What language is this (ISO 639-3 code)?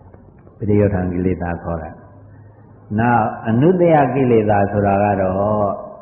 mya